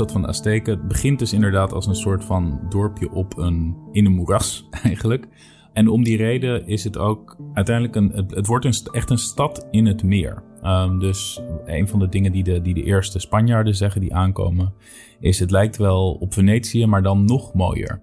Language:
Dutch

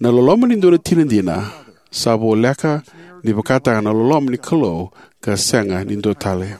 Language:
Fijian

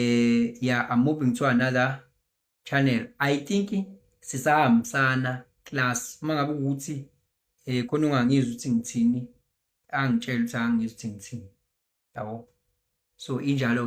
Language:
Zulu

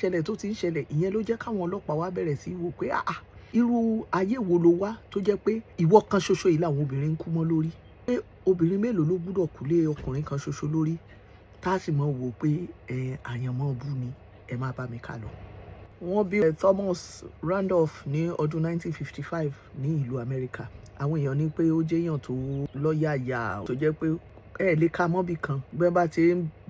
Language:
Yoruba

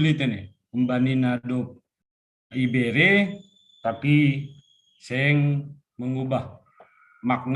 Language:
Batak Simalungun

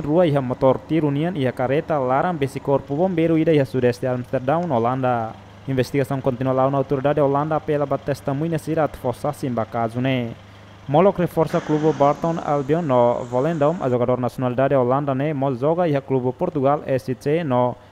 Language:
Tetum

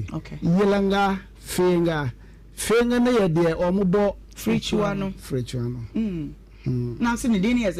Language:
Akan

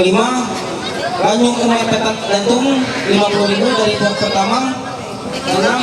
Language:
Ma'anyan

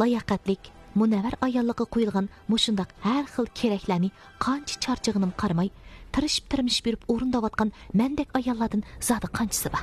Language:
Uyghur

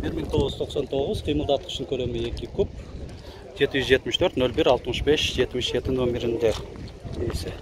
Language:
Kyrgyz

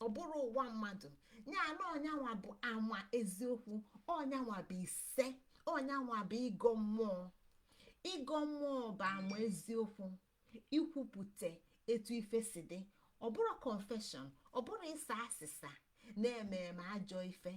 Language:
Igbo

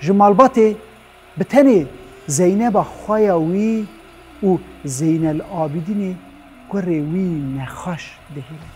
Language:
Kurdish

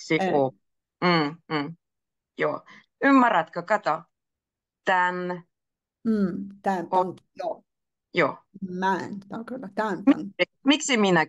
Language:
Finnish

